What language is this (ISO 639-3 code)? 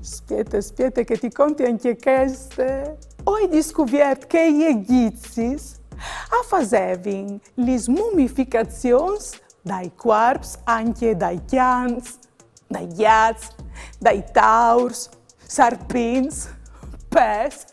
fur